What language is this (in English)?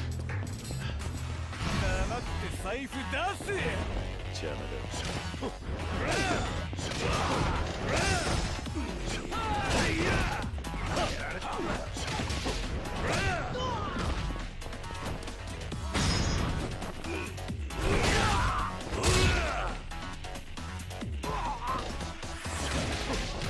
Japanese